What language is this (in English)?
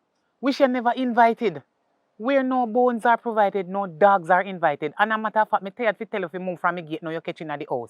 Jamaican Creole English